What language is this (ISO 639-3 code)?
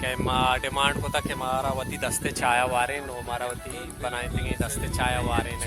bal